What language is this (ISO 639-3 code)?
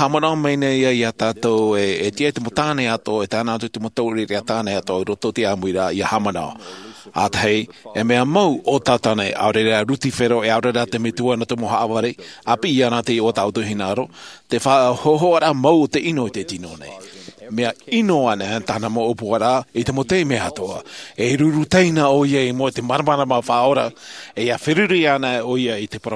tah